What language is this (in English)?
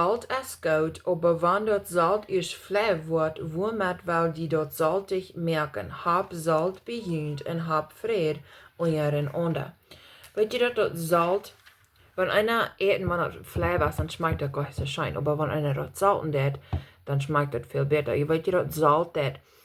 Plautdietsch